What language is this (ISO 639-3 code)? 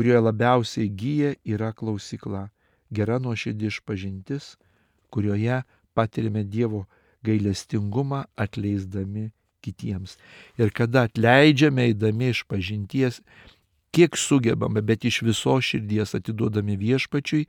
lit